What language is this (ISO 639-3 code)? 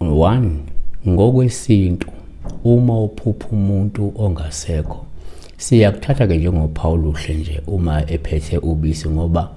zul